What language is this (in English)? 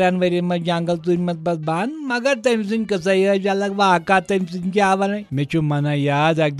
Kashmiri